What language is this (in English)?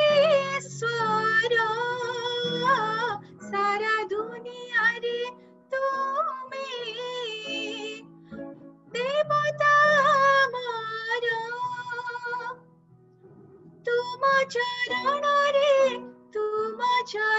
Odia